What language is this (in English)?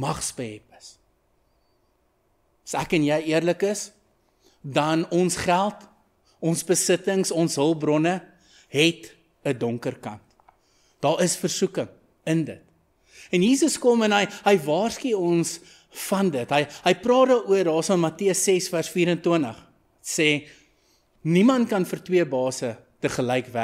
Afrikaans